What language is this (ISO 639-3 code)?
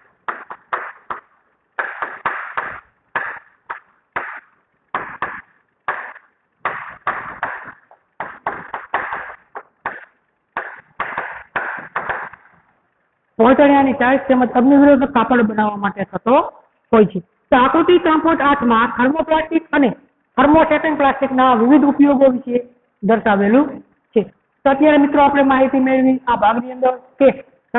guj